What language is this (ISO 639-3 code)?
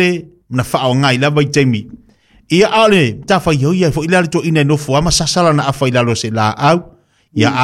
smo